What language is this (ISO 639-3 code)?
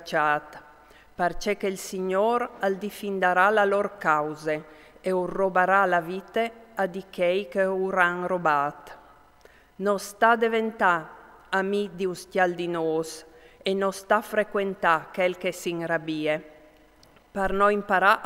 fur